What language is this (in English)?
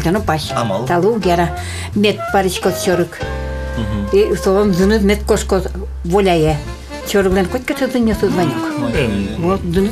Udmurt